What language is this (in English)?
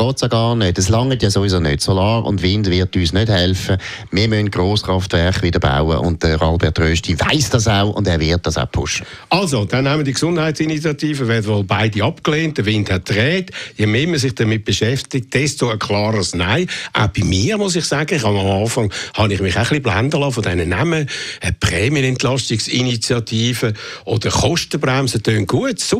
German